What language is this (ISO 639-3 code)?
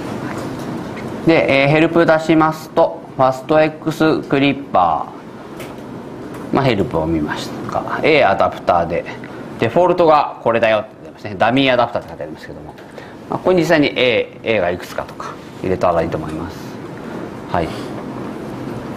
jpn